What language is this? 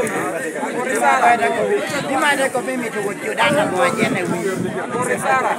Lango (Uganda)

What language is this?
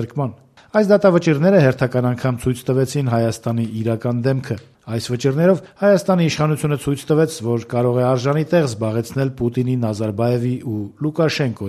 Armenian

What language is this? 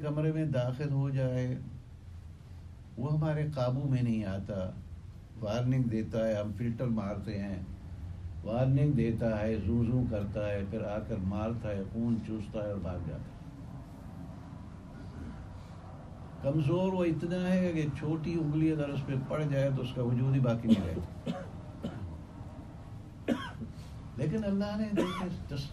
Urdu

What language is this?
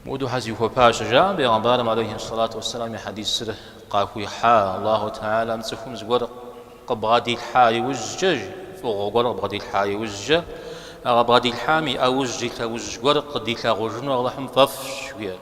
Kabardian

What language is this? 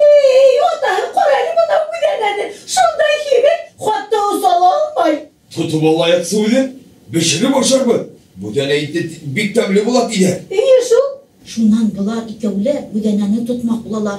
Bashkir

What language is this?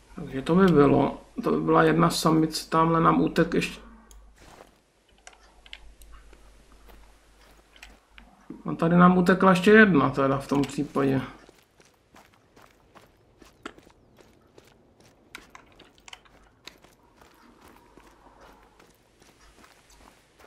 Czech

